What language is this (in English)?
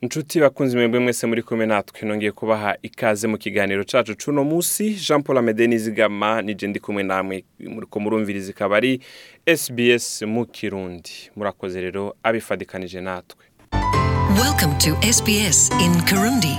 Rundi